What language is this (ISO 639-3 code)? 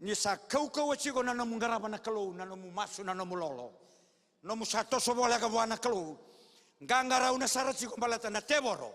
fij